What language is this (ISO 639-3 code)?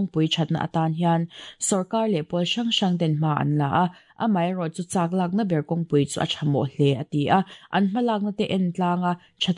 lus